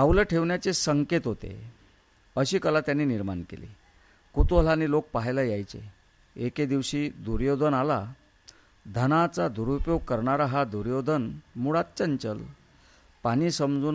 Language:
Marathi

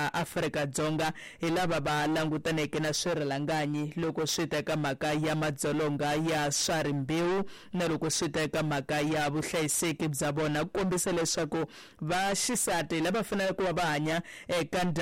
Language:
Tsonga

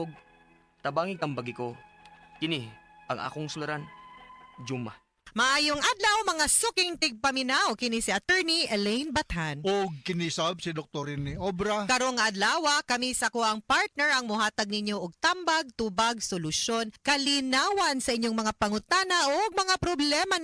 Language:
Cebuano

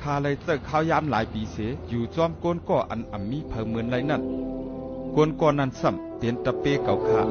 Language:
Shan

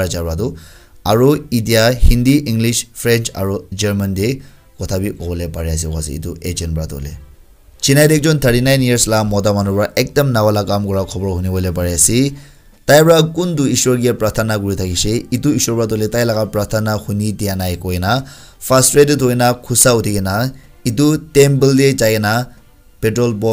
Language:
Naga Pidgin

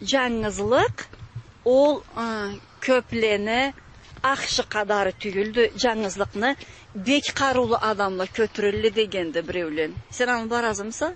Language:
Karachay-Balkar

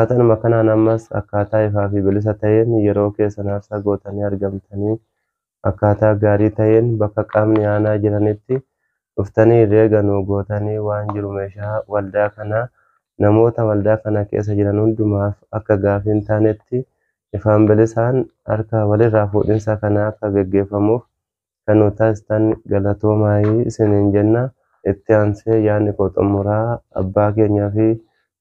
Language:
Oromo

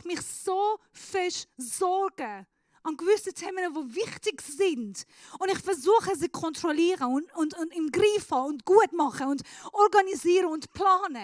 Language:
Swiss German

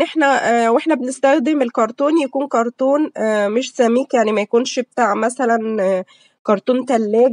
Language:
Egyptian Arabic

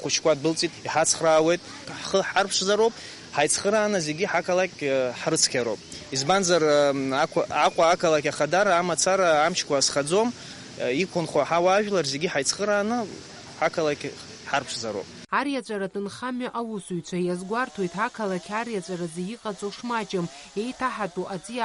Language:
Abkhazian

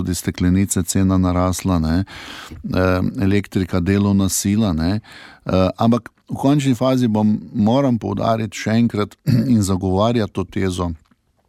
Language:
Slovenian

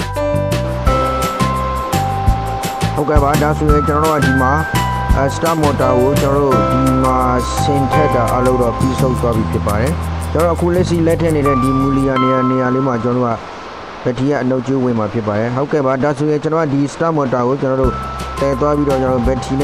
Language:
Burmese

